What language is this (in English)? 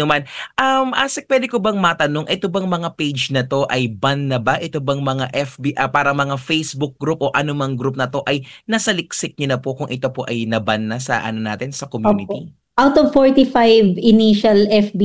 Filipino